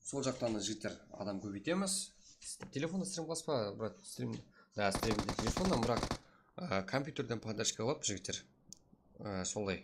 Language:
Kara-Kalpak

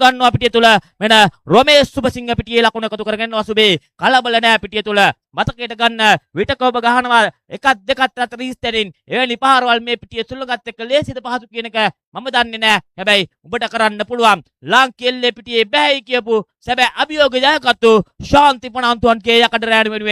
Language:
Sinhala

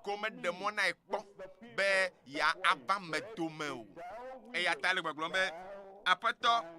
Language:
Ewe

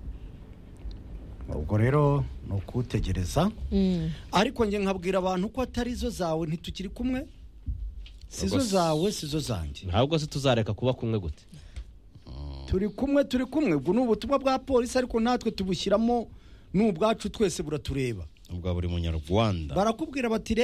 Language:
Kinyarwanda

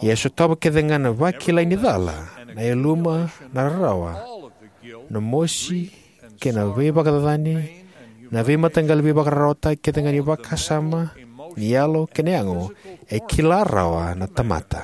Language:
Fijian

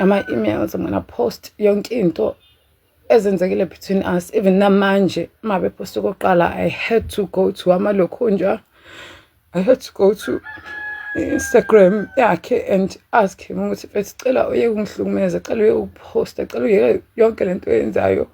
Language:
Zulu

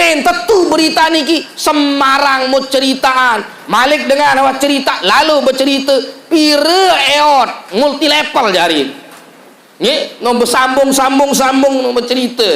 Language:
Sasak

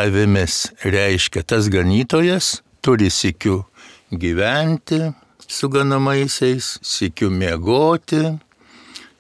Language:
Lithuanian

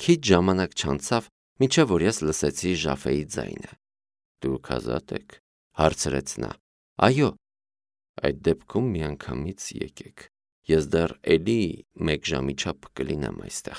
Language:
Armenian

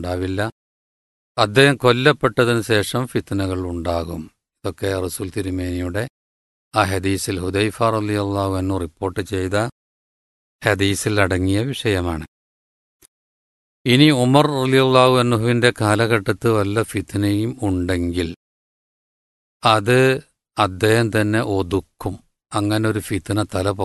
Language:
Malayalam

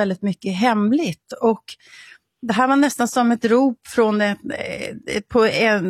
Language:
Swedish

